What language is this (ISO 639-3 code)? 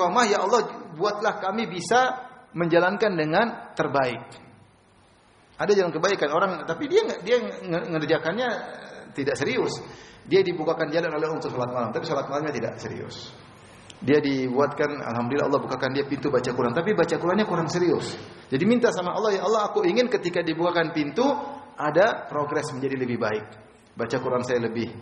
ind